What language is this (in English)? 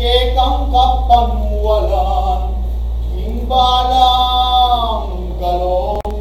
Pampanga